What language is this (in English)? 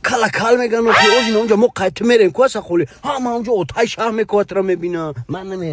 Tajik